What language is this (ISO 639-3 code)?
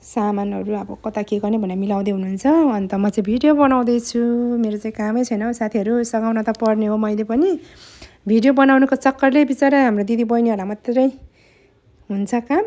nep